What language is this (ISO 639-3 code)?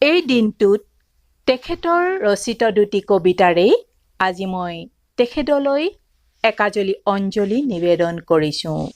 asm